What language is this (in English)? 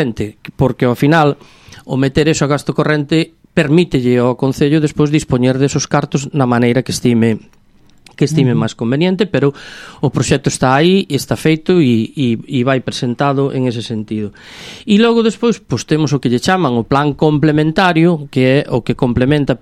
Galician